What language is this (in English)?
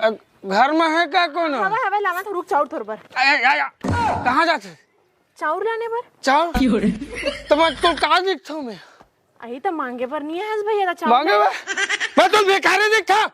Chhattisgarhi